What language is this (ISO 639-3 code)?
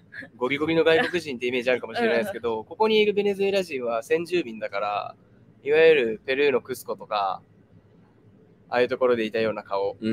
jpn